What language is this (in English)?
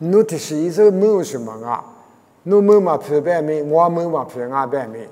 Lisu